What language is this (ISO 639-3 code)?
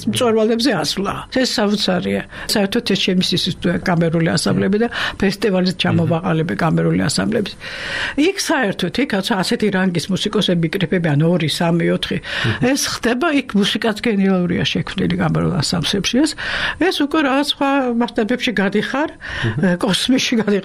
kat